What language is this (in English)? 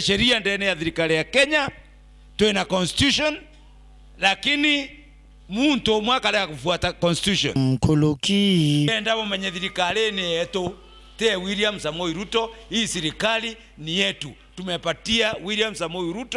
Meru